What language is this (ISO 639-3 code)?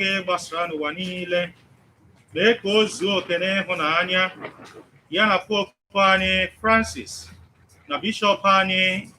ibo